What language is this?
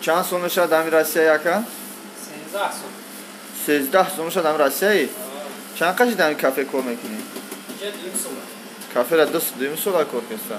Tajik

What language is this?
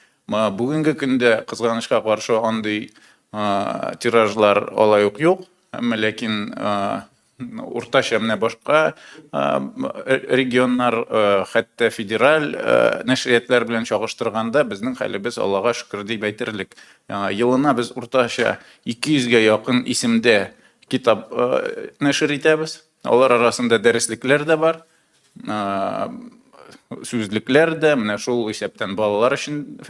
Tatar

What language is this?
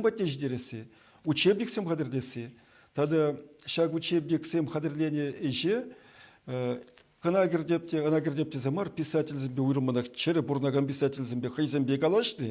Chuvash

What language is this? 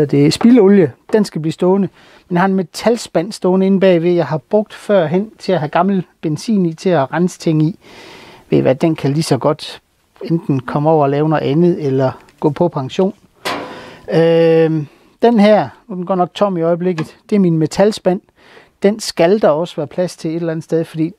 Danish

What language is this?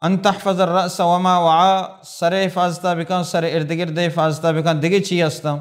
Baluchi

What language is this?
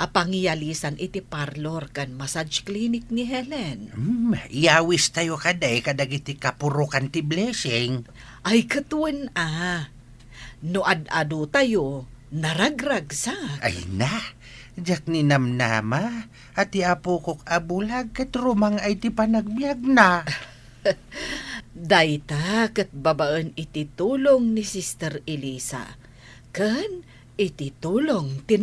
Iloko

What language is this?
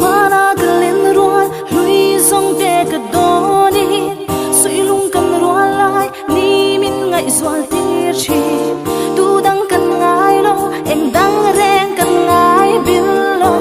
Mizo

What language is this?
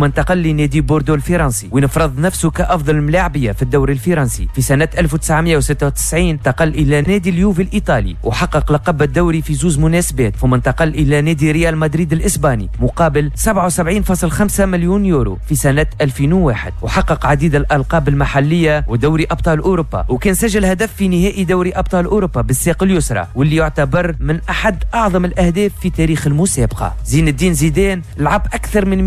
Tunisian Arabic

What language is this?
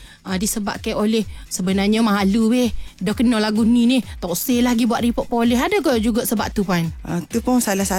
Malay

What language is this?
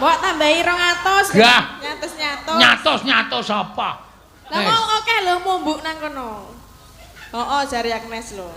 Javanese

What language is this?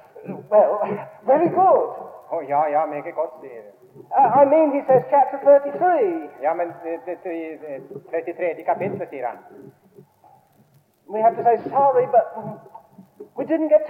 Norwegian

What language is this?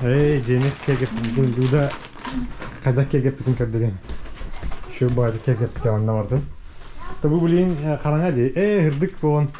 Yakut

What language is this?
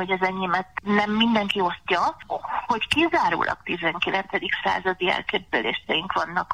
Hungarian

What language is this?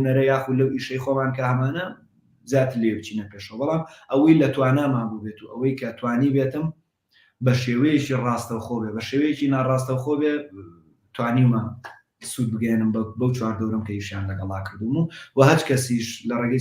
Central Kurdish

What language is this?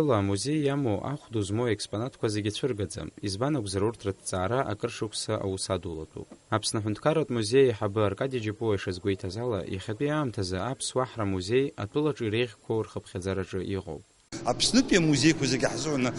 Abkhazian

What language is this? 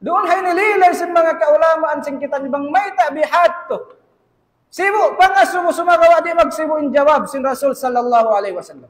Tausug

